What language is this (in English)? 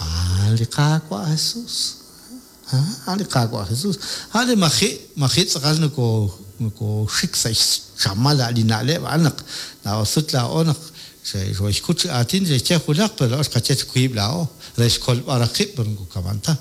Kekchí